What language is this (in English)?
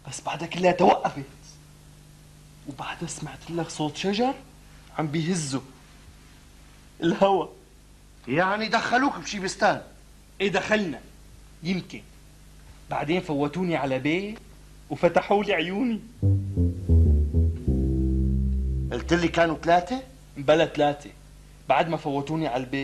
North Levantine Arabic